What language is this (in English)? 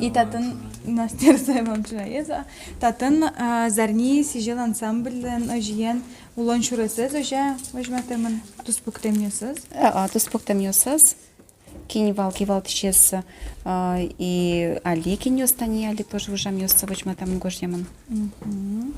Udmurt